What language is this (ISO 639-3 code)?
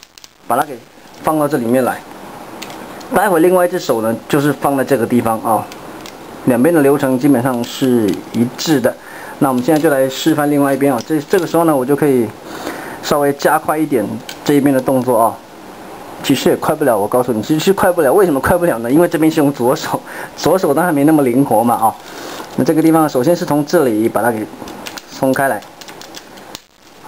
zho